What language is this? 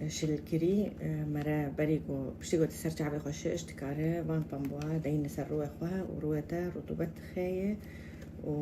Kurdish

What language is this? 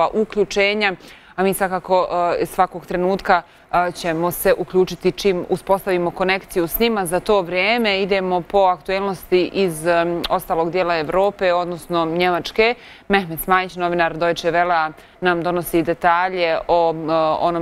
Croatian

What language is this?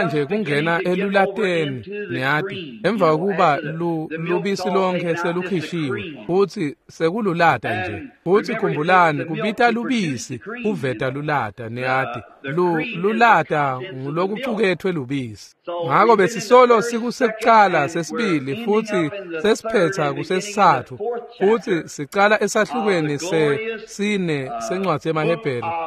Swati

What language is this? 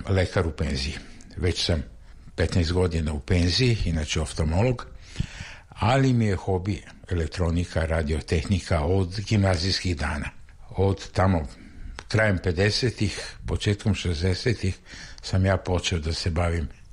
Serbian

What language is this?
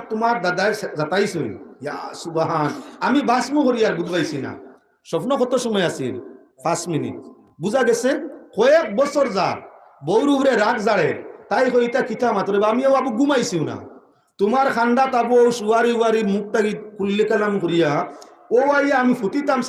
Sylheti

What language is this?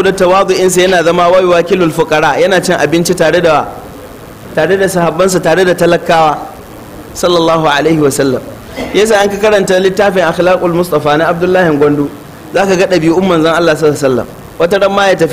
Hausa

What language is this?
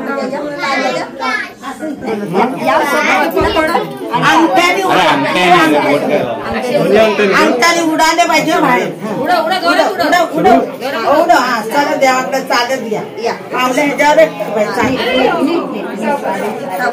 Marathi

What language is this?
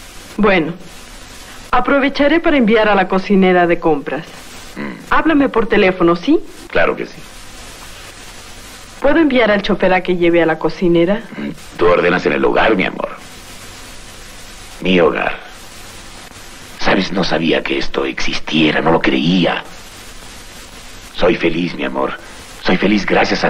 Spanish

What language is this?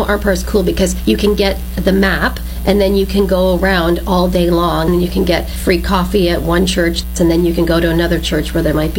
English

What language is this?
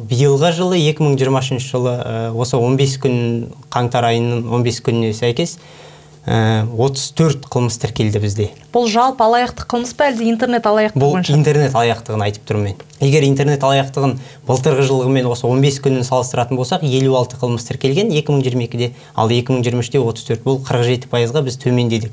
Kazakh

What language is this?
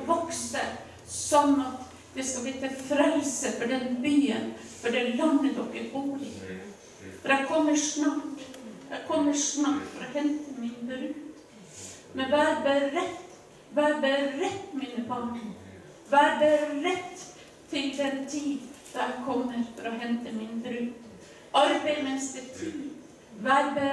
Norwegian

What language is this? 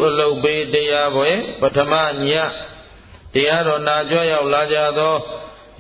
Burmese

